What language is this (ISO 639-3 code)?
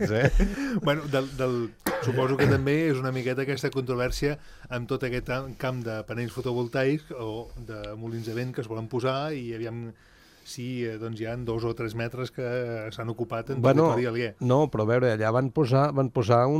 cat